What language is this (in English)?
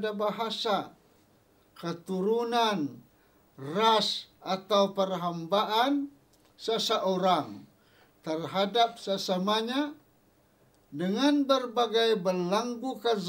Malay